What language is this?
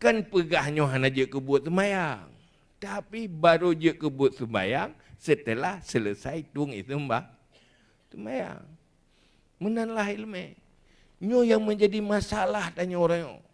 Achinese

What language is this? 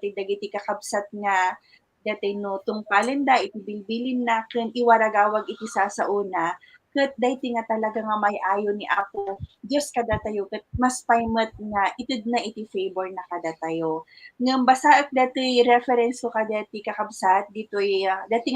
Iloko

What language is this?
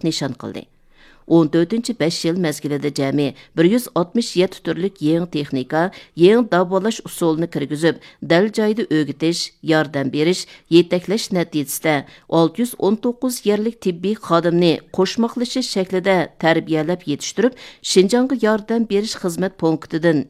Uyghur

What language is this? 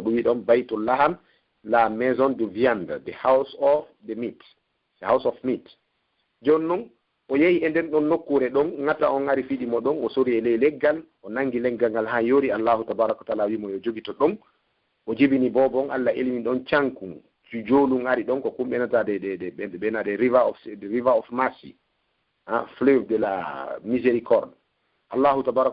Fula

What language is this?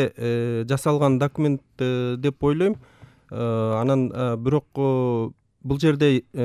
Kyrgyz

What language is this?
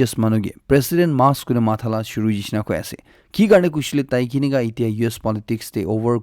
Naga Pidgin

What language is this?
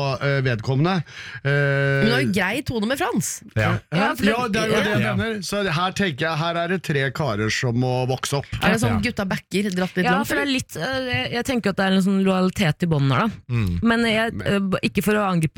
Norwegian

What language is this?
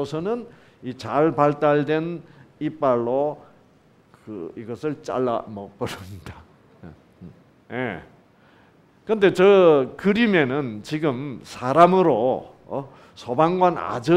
Korean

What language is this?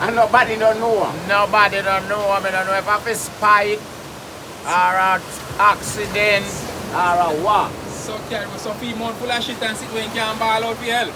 Jamaican Creole English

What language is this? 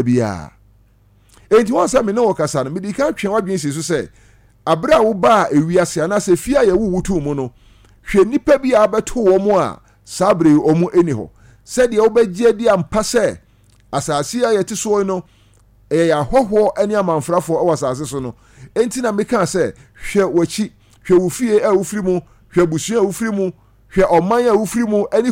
Akan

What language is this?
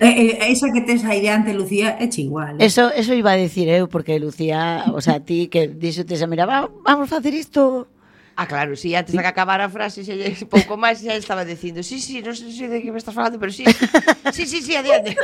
Galician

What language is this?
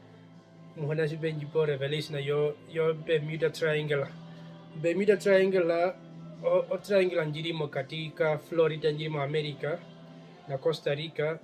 Herero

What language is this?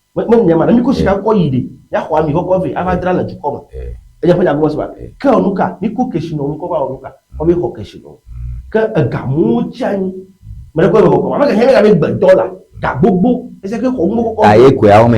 Ewe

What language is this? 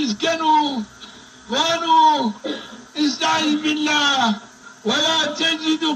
Zaza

